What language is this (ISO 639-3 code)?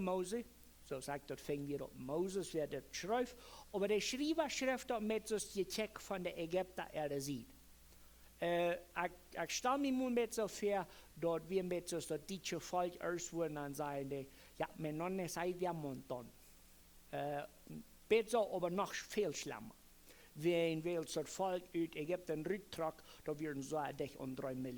pdt